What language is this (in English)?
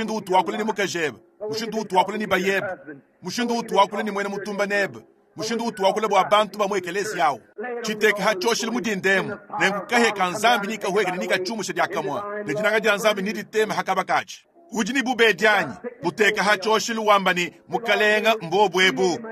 Luba-Lulua